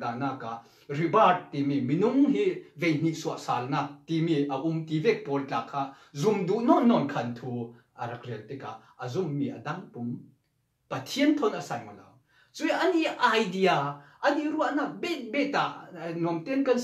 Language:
Falam Chin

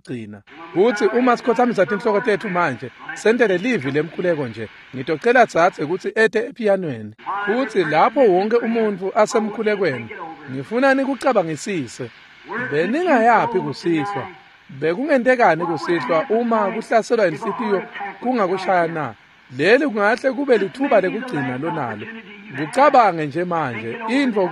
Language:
Swati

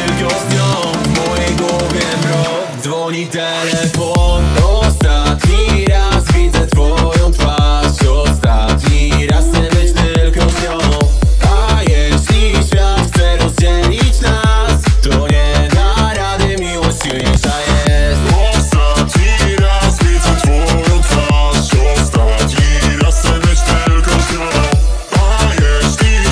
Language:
Polish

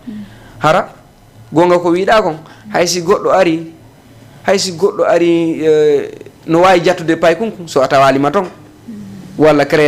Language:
Fula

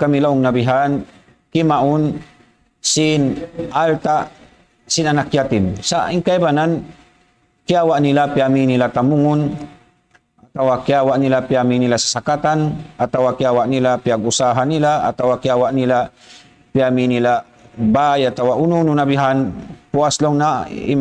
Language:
Tausug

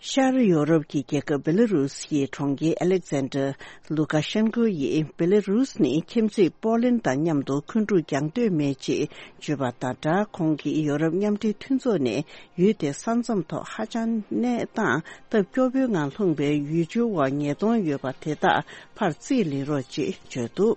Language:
Tibetan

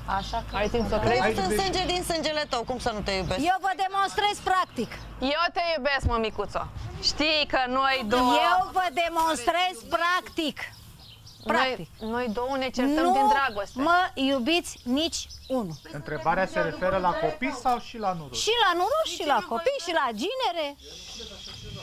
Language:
Romanian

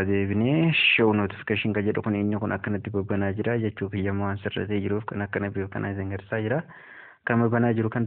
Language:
Oromo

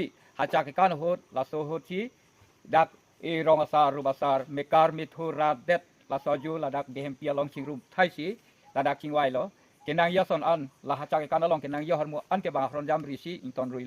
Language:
Karbi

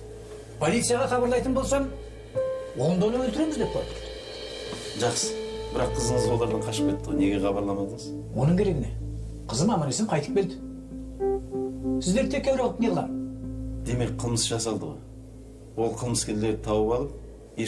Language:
Kazakh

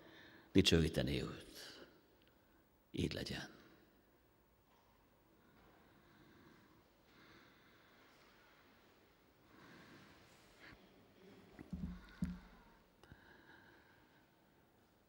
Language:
Hungarian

